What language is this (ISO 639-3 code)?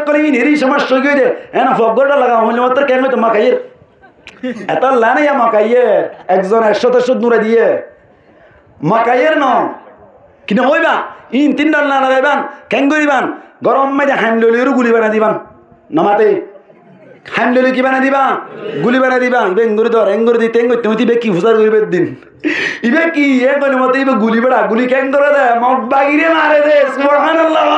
rhg